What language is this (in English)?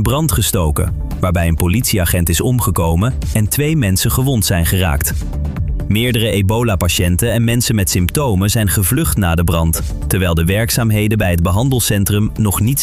Dutch